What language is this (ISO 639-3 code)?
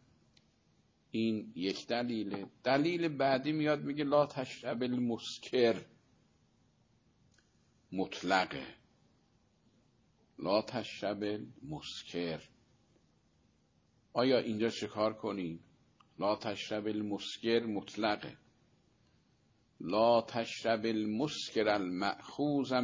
fas